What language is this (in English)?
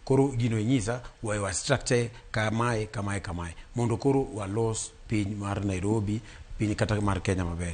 Luo (Kenya and Tanzania)